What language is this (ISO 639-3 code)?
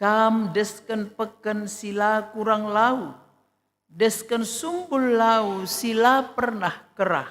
btx